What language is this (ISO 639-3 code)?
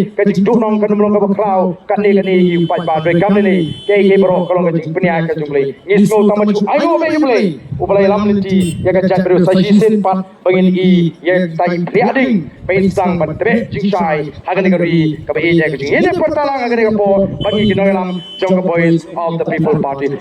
kha